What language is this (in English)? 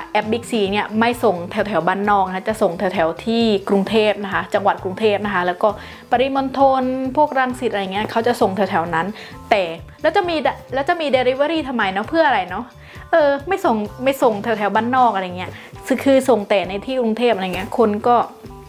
Thai